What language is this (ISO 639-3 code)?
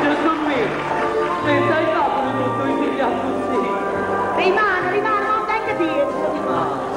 nap